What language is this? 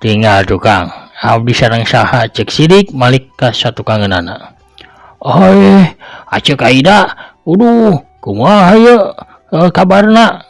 Sundanese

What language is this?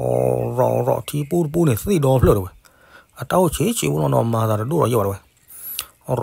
S'gaw Karen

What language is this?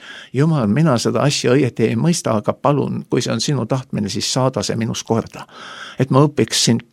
Estonian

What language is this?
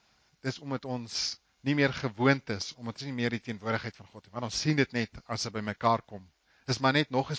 Afrikaans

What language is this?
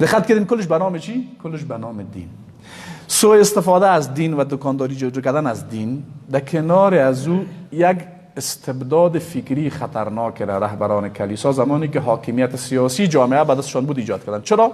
Persian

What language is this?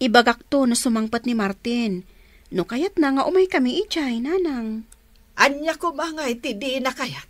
Iloko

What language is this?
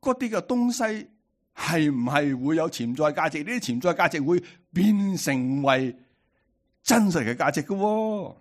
Cantonese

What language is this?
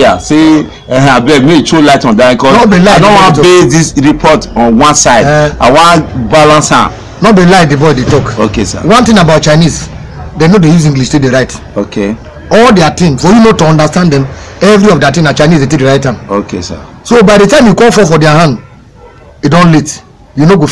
Nigerian Pidgin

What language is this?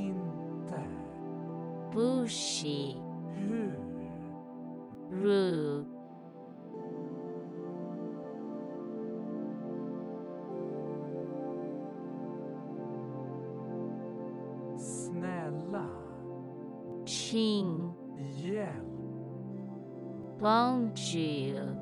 Swedish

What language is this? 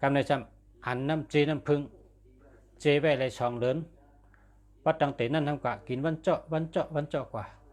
Shan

